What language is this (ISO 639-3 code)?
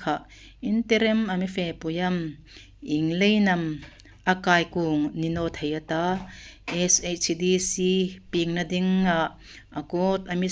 hmr